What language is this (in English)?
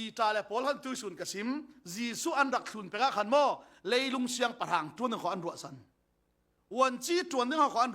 Falam Chin